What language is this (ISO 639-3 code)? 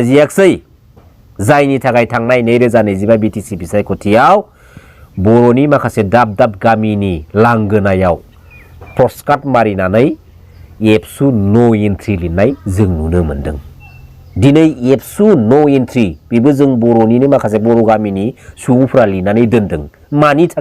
brx